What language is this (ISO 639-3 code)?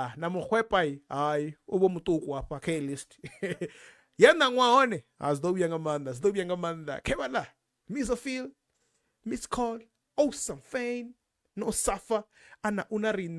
ven